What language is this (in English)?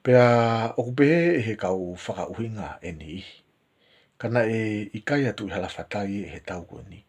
Tongan